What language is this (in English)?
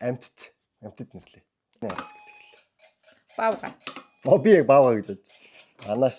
Mongolian